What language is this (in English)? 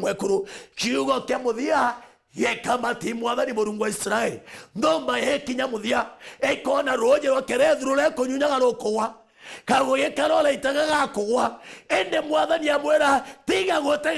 Meru